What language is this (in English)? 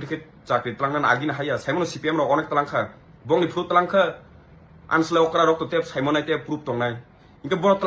Kok Borok